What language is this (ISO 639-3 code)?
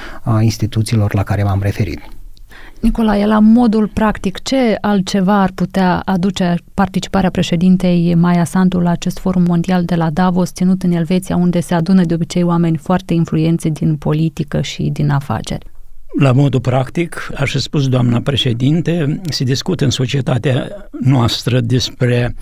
ron